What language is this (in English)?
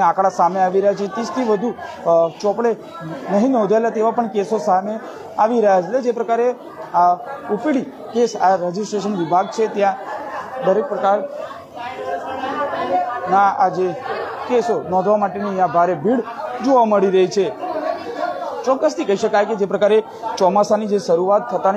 Gujarati